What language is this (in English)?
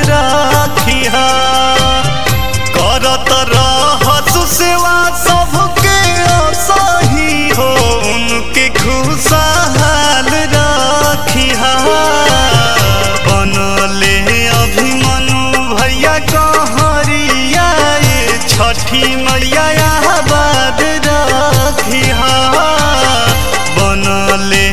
Bhojpuri